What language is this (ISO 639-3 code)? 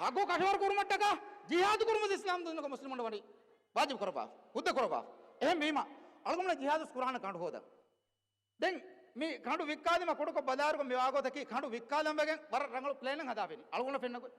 div